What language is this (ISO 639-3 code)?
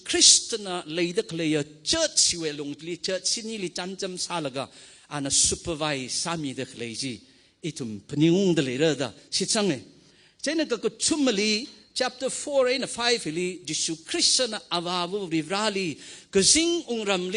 nmf